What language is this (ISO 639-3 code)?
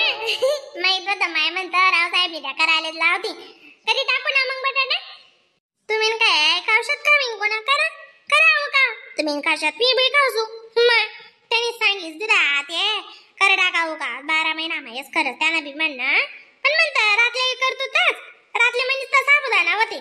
khn